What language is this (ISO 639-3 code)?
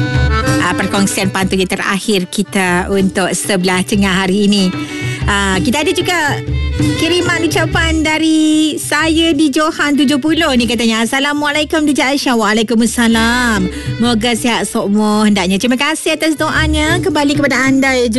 msa